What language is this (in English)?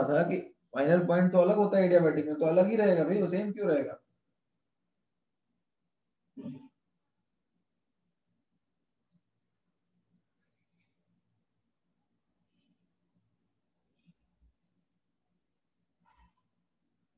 Hindi